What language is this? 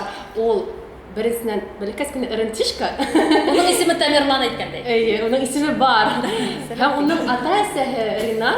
Bashkir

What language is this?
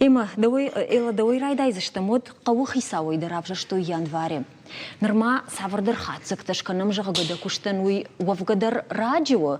Ossetic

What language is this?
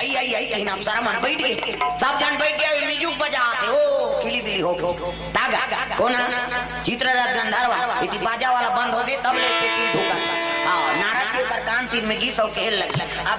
Chhattisgarhi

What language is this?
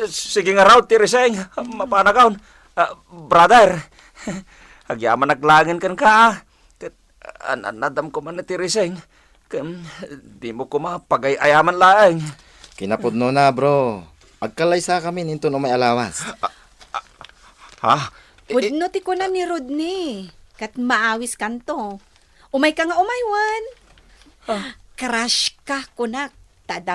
Iloko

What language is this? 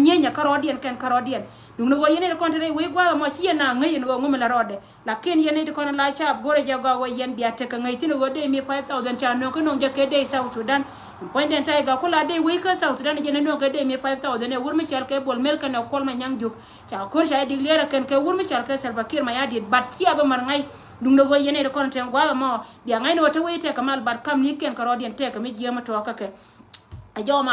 Nuer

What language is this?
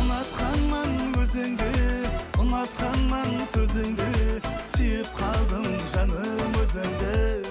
Kara-Kalpak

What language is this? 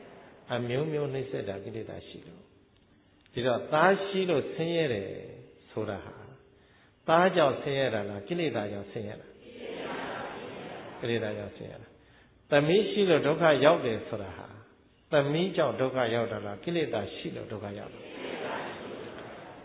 Burmese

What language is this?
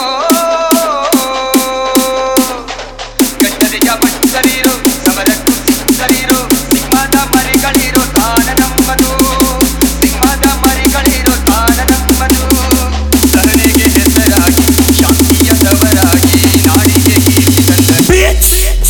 Kannada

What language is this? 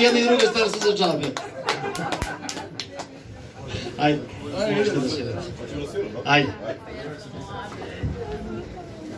Serbian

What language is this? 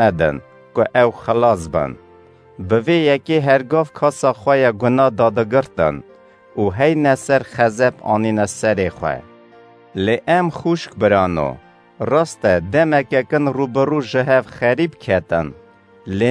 Kurdish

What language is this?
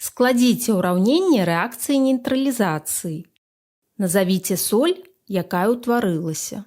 Belarusian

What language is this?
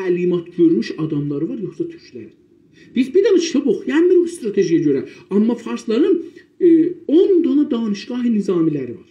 South Azerbaijani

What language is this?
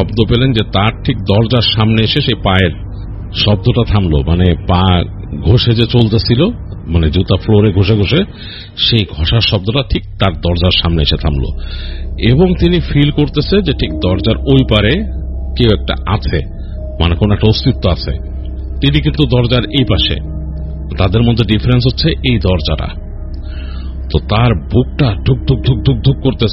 Bangla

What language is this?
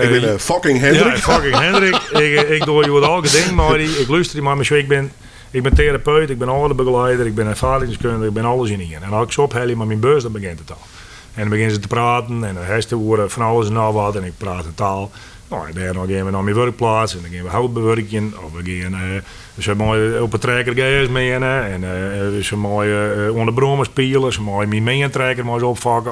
Western Frisian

